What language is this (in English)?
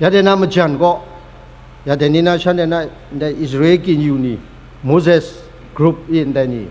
Kachin